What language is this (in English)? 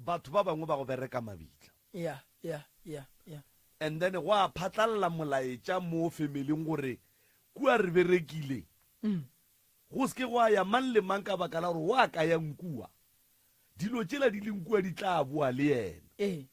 Northern Sotho